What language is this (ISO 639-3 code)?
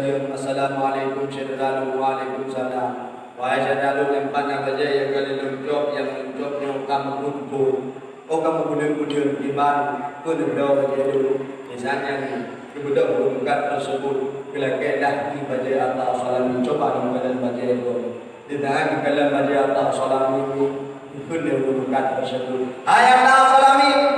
ace